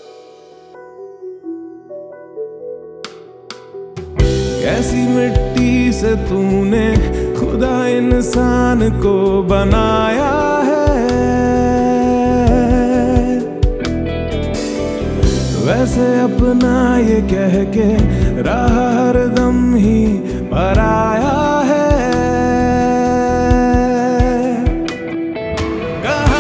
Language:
Hindi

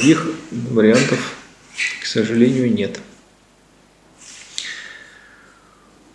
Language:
Russian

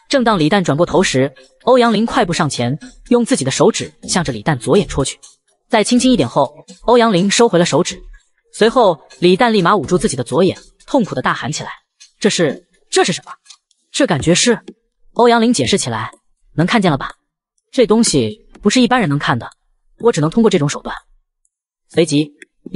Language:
Chinese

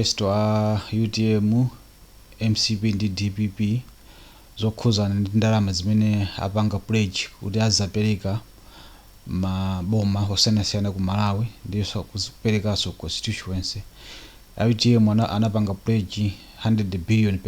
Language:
Nyanja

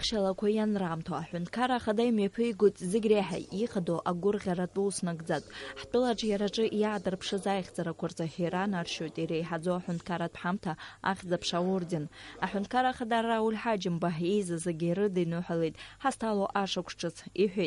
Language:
Abkhazian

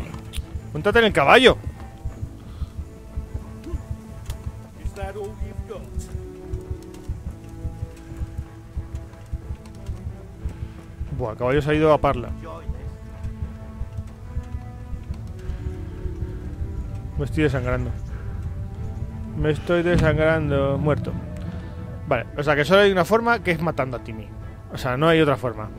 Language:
Spanish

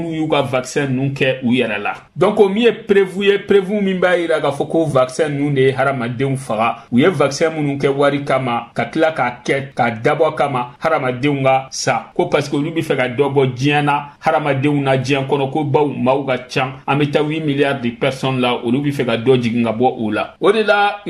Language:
Bambara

